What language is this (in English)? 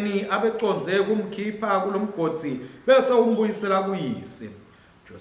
Swati